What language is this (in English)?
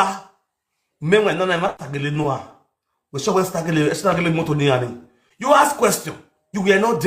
Nigerian Pidgin